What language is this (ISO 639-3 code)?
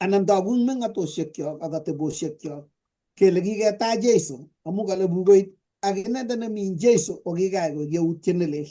kln